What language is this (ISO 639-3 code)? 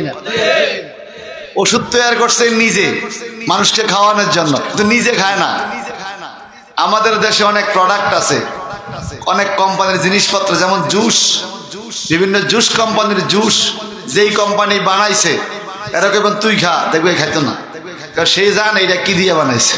ben